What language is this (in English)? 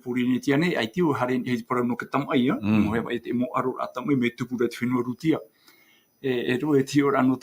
Tahitian